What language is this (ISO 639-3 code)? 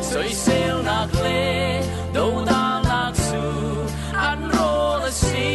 cfm